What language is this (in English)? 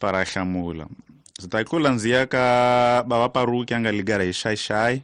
Tsonga